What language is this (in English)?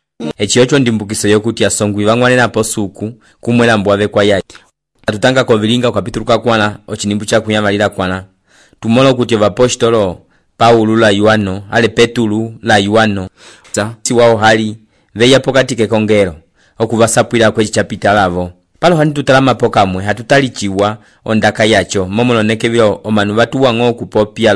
Umbundu